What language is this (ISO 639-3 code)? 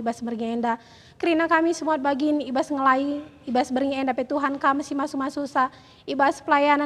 btx